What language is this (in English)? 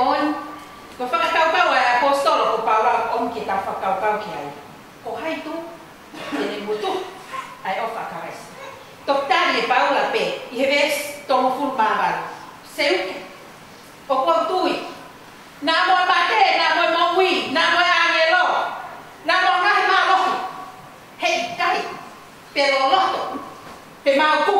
Tongan